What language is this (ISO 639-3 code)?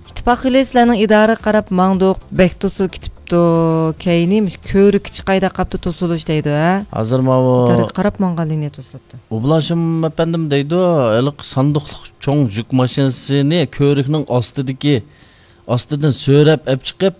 uig